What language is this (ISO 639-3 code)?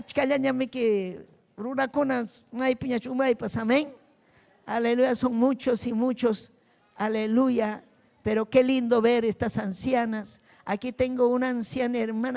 quy